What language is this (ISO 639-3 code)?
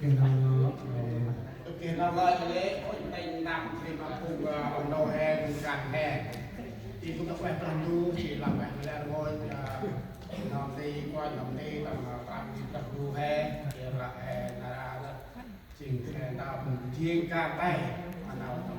cmo